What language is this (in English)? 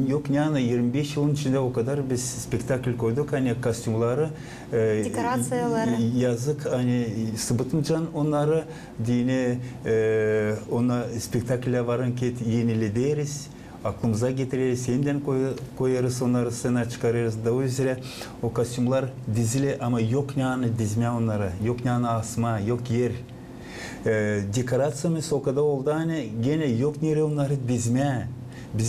Gagauz